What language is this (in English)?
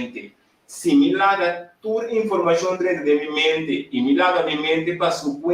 Papiamento